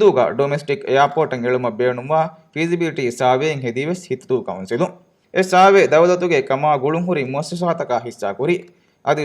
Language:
Divehi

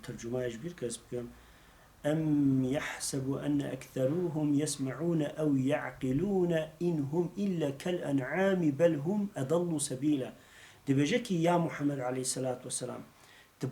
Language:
Kurdish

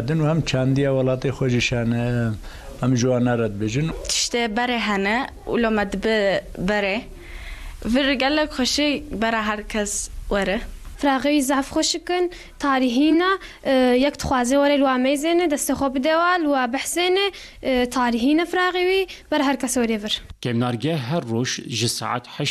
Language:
Kurdish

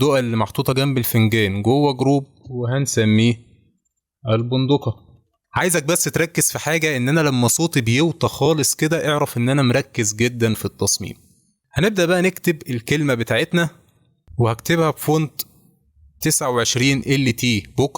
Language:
Egyptian Arabic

